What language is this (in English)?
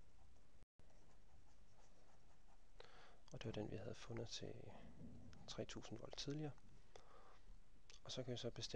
Danish